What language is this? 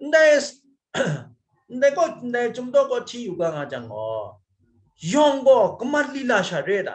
Kachin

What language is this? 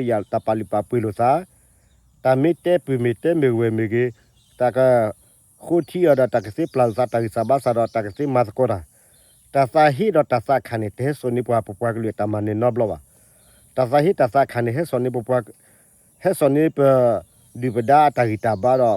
S'gaw Karen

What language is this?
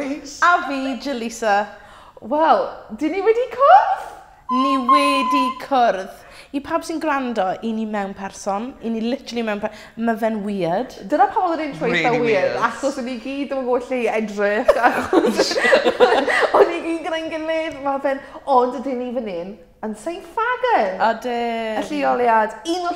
Welsh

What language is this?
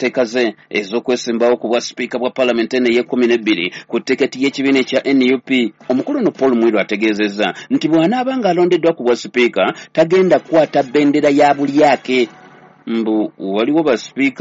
Ganda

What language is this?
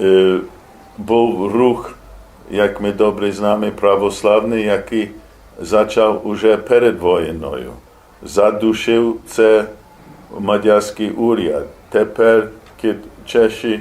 Rusyn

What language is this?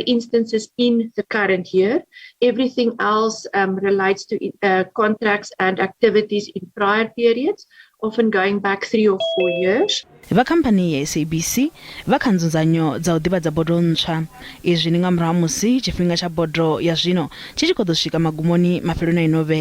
Venda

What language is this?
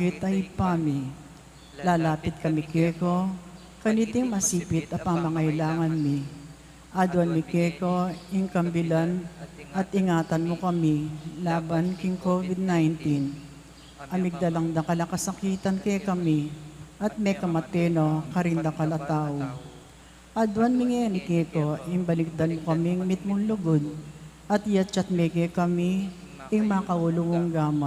Pampanga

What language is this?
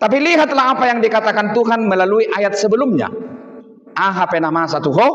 Batak Toba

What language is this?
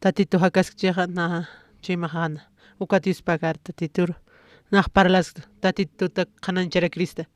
Aymara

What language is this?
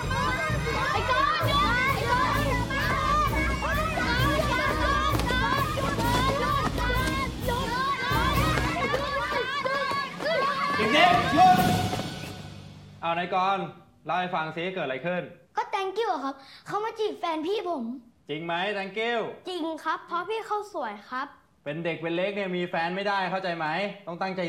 Thai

